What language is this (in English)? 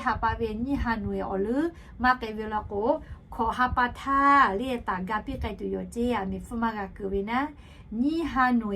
Lahu